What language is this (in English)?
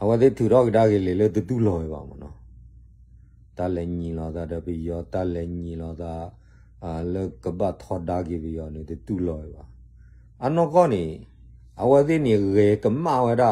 S'gaw Karen